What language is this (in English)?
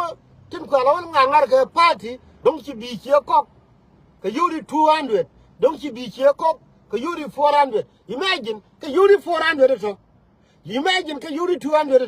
Nuer